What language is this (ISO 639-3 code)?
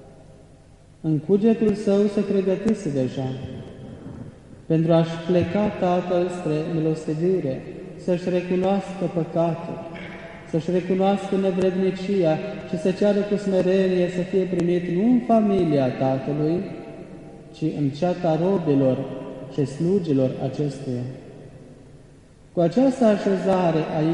ron